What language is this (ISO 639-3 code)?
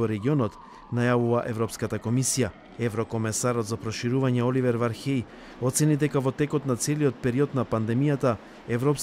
mkd